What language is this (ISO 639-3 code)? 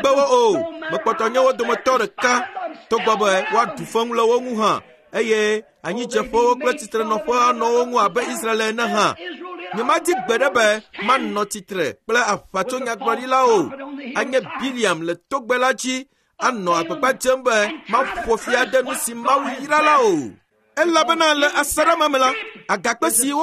ewe